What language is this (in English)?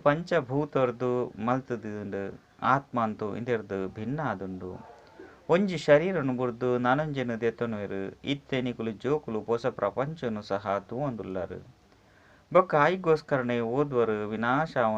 Tulu